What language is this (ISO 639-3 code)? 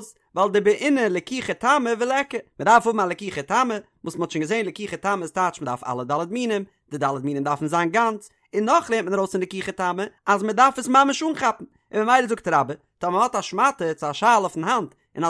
yid